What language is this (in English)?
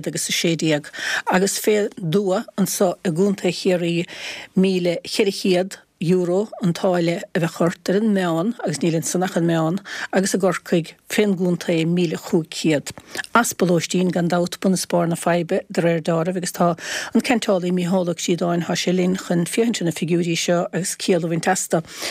Irish